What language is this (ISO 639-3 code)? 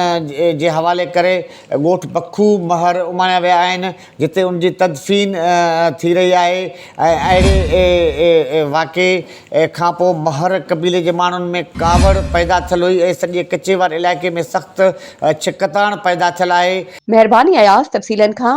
snd